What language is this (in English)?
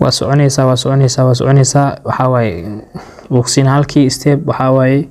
Somali